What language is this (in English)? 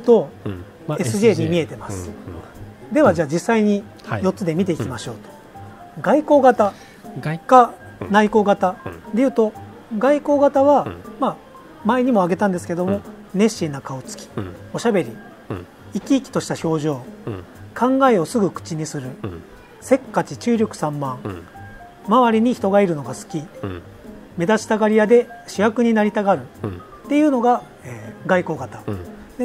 Japanese